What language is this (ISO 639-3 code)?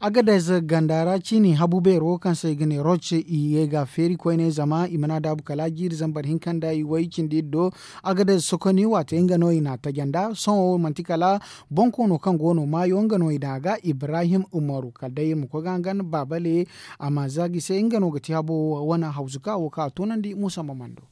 dje